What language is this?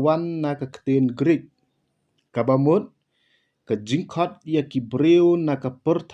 Khasi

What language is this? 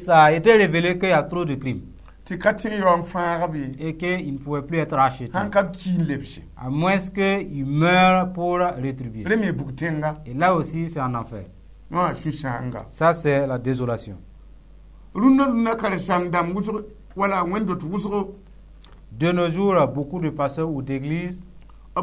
Mossi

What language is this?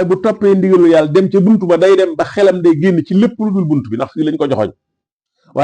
Wolof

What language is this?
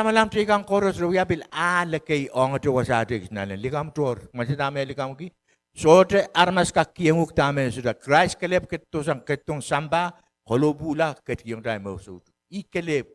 Pohnpeian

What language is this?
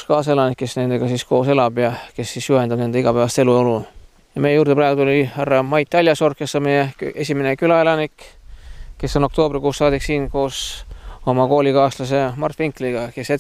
Estonian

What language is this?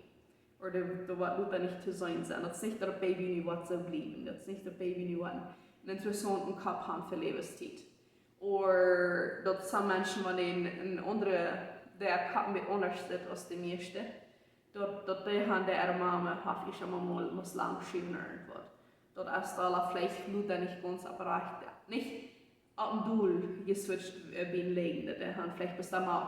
Plautdietsch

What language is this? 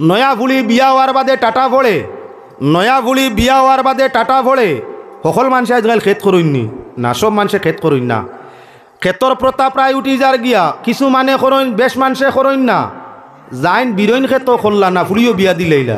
Sylheti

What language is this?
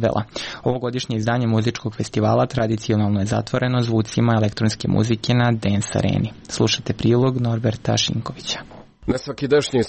Serbian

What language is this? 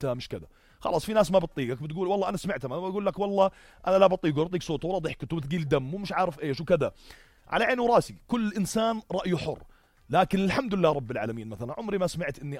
North Levantine Arabic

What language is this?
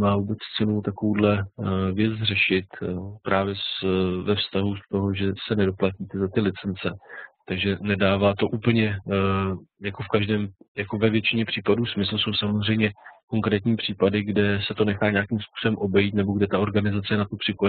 Czech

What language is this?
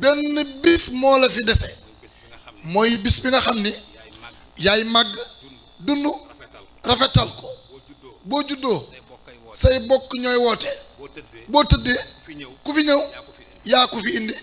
Wolof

